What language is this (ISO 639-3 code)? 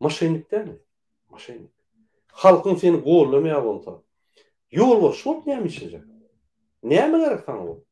tuk